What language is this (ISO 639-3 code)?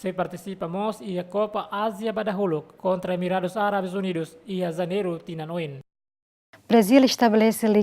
tet